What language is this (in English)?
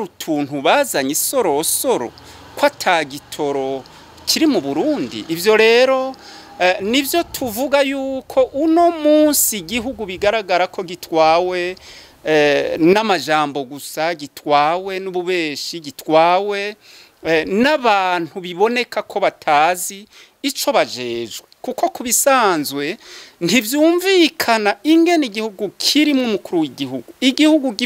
Rundi